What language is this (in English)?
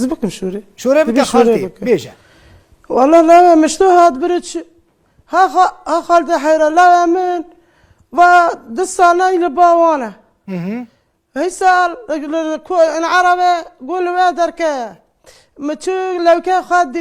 Kurdish